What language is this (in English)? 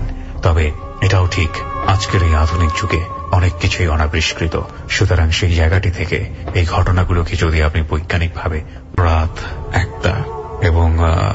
Bangla